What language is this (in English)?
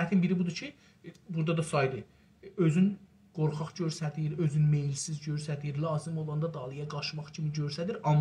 South Azerbaijani